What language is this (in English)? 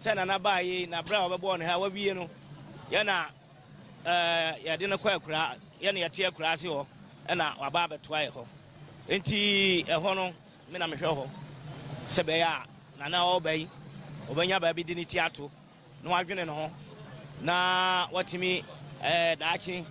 Akan